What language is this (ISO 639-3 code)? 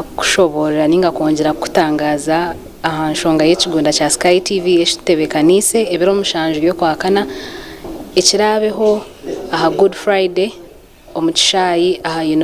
nyn